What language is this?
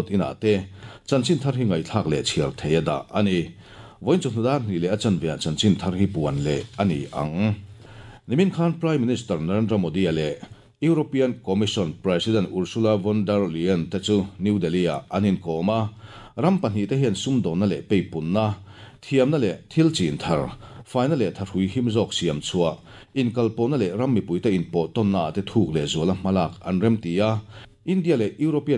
Mizo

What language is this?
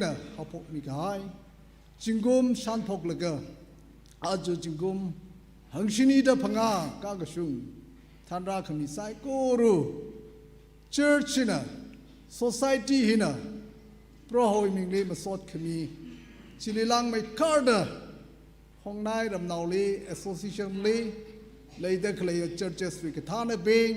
Tangkhul Naga (India)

